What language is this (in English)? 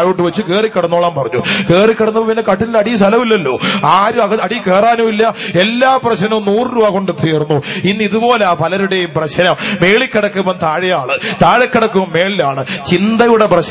Malayalam